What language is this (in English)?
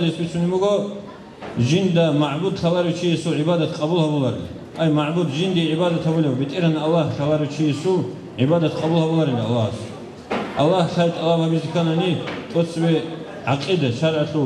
Avaric